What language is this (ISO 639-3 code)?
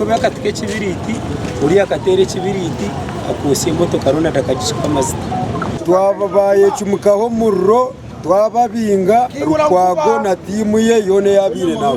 nyn